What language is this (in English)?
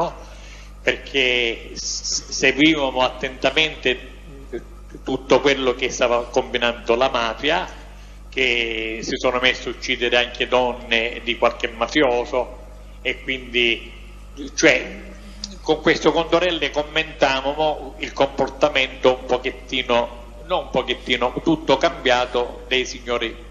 Italian